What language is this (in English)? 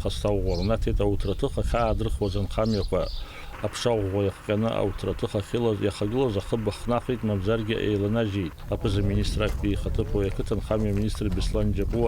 Abkhazian